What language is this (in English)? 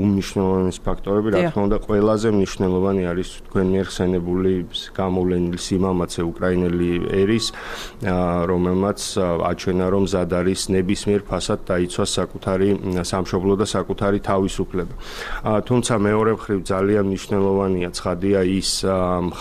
Georgian